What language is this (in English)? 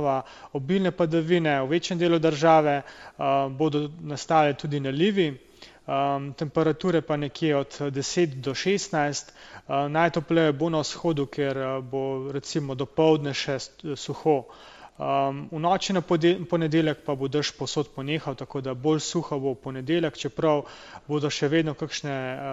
Slovenian